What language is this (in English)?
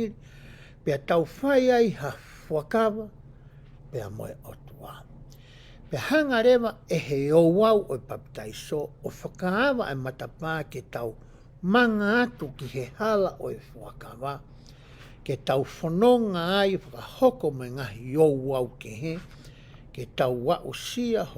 Tongan